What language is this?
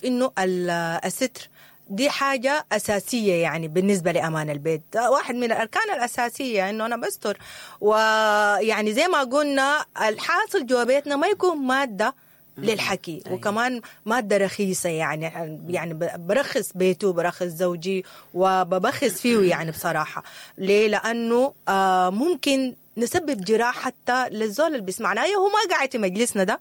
Sudanese Arabic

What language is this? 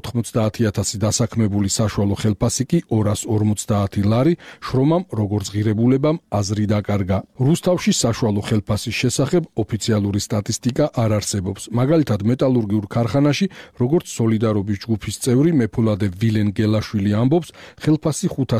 Georgian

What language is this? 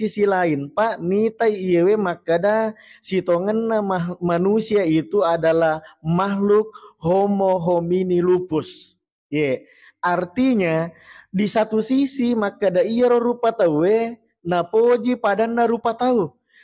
Buginese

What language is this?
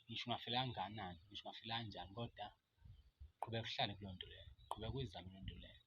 Zulu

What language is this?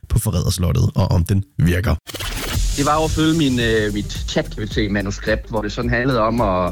Danish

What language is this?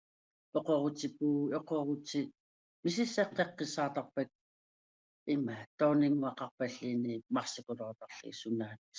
Kalaallisut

